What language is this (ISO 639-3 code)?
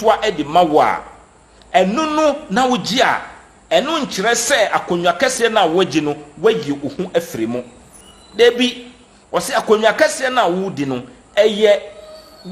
aka